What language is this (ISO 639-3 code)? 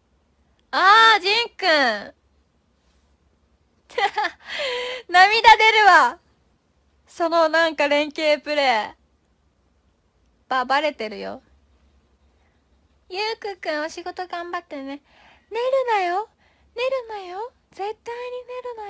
jpn